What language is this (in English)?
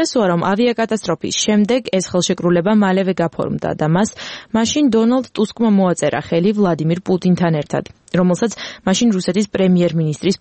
Georgian